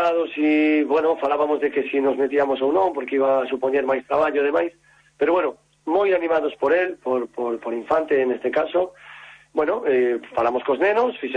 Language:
Galician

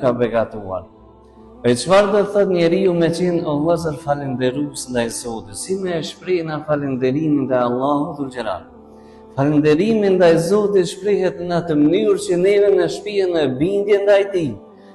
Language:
Albanian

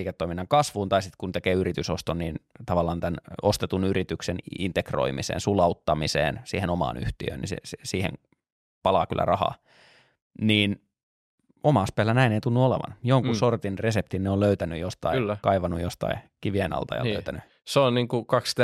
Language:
Finnish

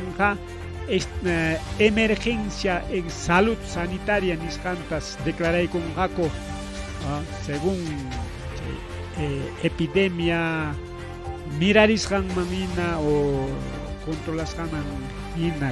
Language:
Ayacucho Quechua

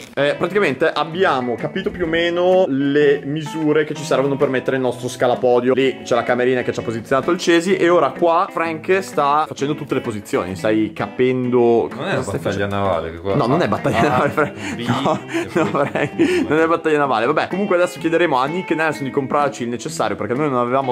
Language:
Italian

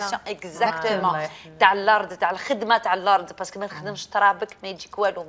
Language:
Algerian Arabic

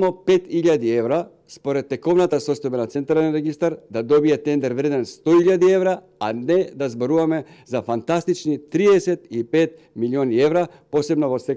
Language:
Macedonian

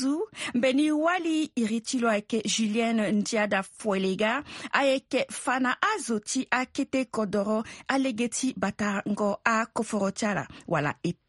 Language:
Sango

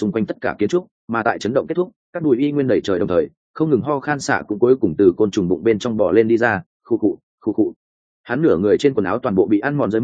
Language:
Vietnamese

